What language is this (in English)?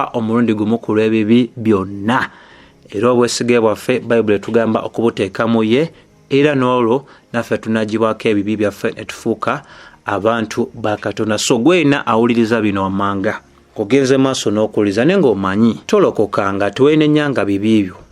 Ganda